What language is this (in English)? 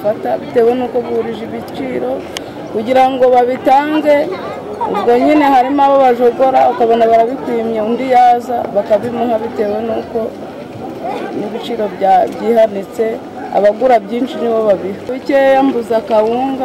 Kinyarwanda